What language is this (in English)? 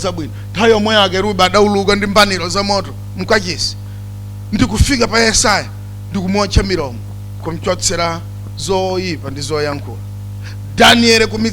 Nyanja